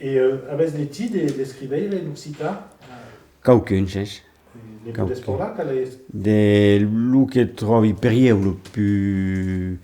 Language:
Occitan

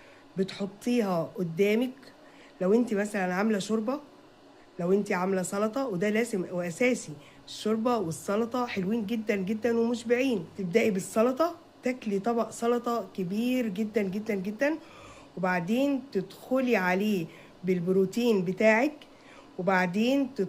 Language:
Egyptian Arabic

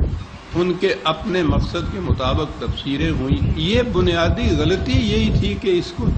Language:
Urdu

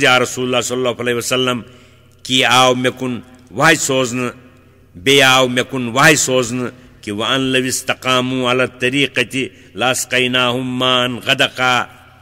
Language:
Kashmiri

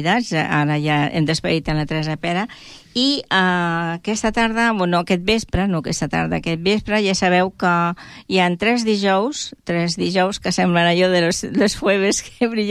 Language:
Catalan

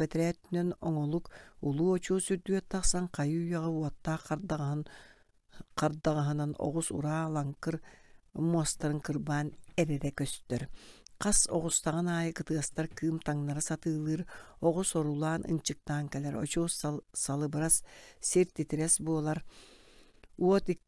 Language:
Yakut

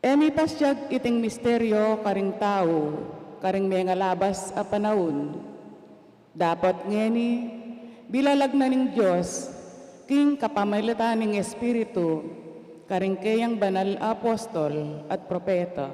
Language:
Pampanga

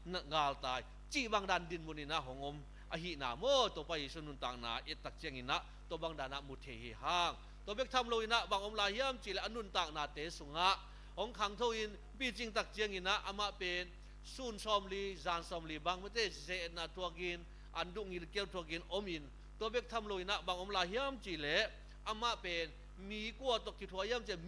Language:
Tedim Chin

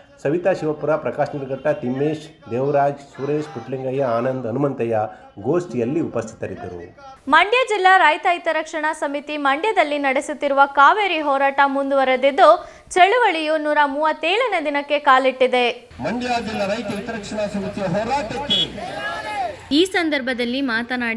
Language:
Kannada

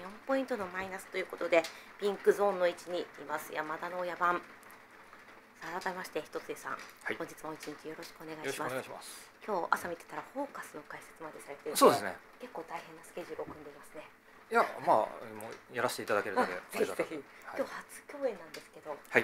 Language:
Japanese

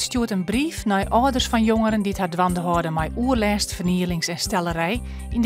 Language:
Western Frisian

